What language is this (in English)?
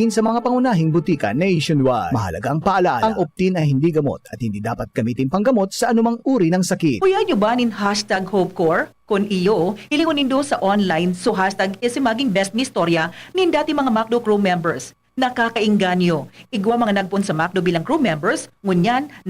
Bikol